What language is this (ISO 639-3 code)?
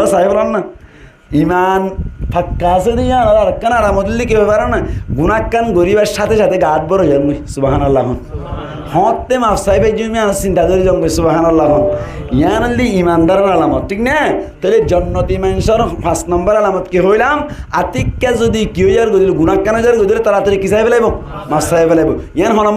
rhg